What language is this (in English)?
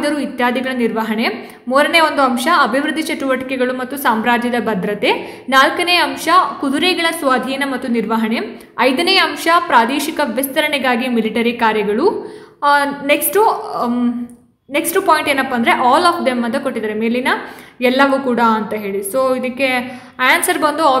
Kannada